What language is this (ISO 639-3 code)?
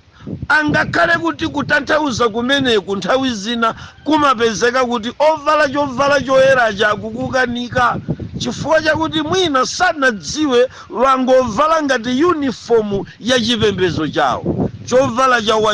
nya